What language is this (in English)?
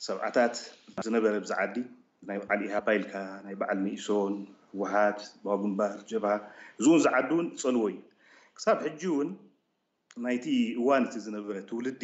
Tigrinya